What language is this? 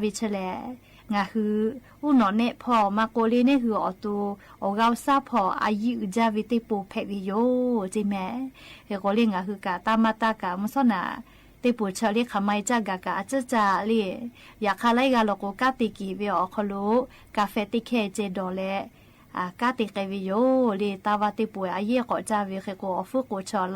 Lahu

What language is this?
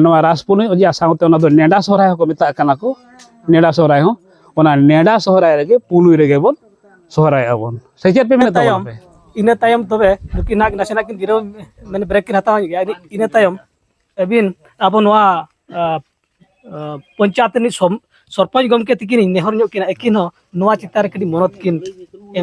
Santali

